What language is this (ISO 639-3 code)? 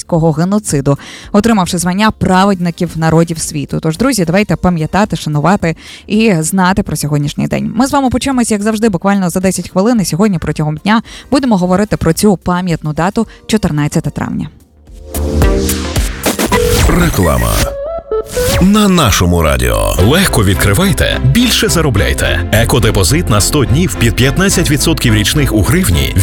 ukr